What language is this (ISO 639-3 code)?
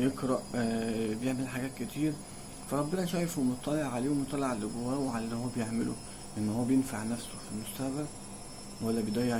arz